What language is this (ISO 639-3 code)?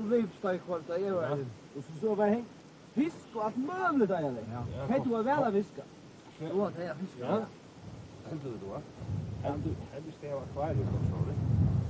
fao